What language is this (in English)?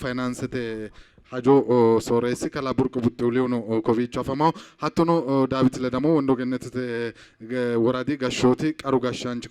Sidamo